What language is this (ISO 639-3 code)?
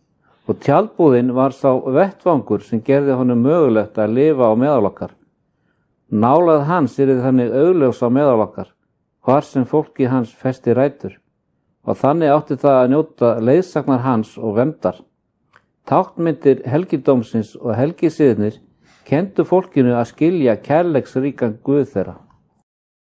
isl